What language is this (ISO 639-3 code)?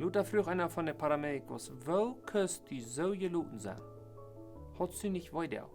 pdt